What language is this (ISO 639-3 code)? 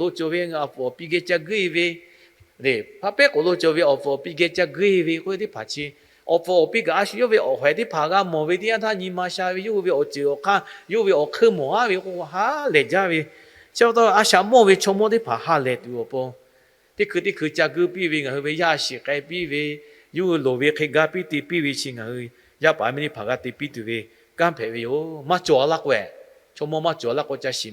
lhu